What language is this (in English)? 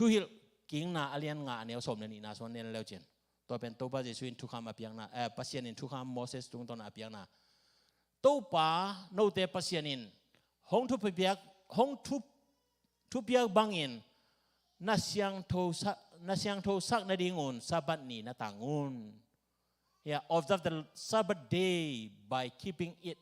Tedim Chin